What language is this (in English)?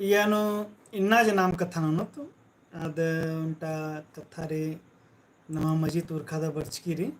Kurukh